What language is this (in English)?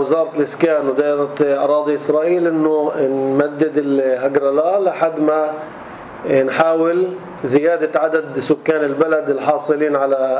North Levantine Arabic